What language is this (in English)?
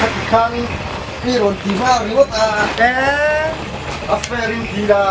Mizo